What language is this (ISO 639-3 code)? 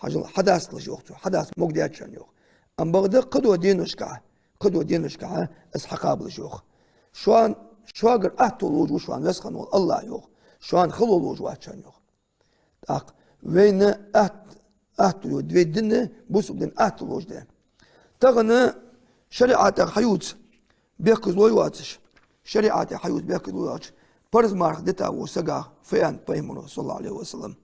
inh